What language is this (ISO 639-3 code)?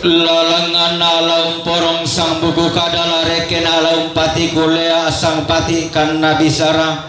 sda